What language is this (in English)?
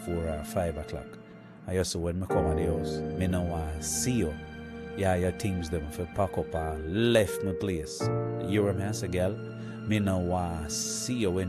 Jamaican Creole English